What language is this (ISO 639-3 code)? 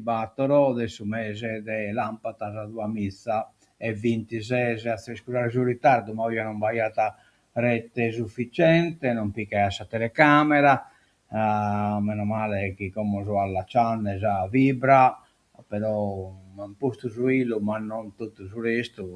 srd